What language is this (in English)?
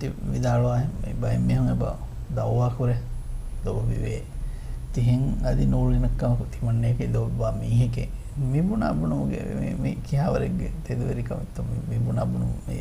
Divehi